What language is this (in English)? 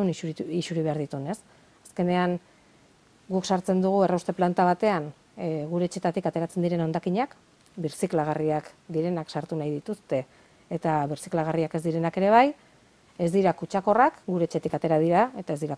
Basque